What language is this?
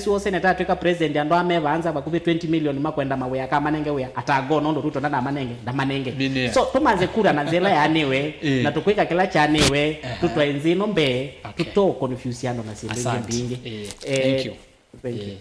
Kamba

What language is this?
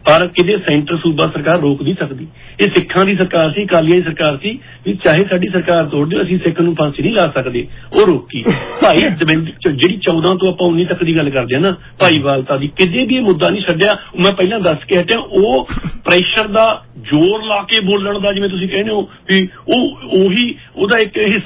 Punjabi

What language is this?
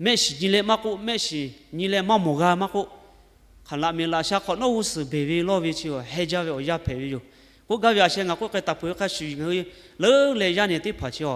Lahu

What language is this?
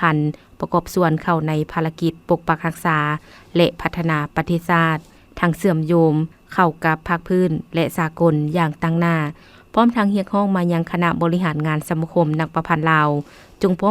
Lao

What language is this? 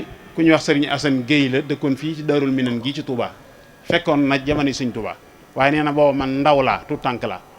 Wolof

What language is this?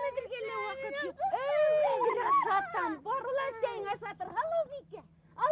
Bashkir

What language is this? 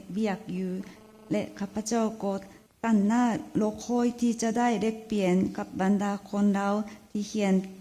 Lao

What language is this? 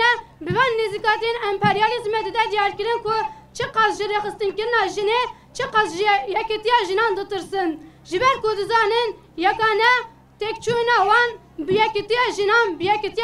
Kurdish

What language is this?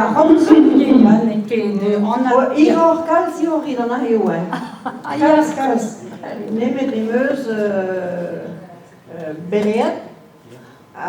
Breton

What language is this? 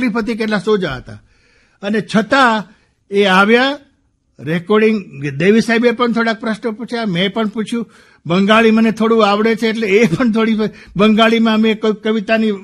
Gujarati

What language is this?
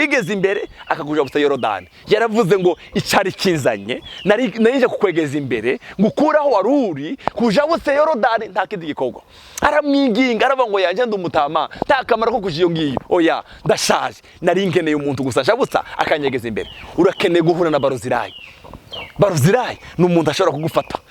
Rundi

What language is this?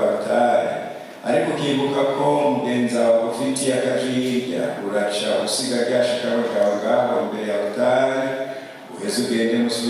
Rundi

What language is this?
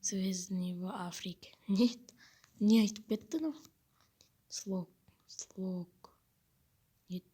Kazakh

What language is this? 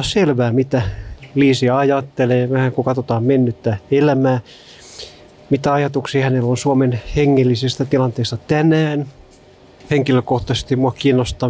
Finnish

